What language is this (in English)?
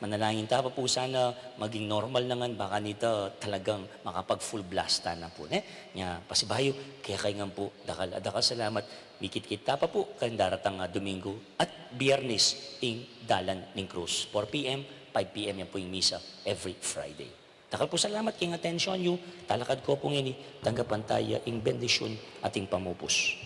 Pampanga